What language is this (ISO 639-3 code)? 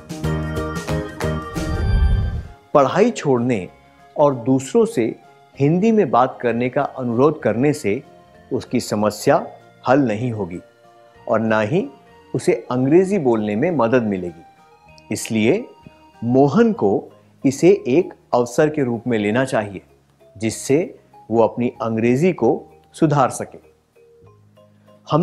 hin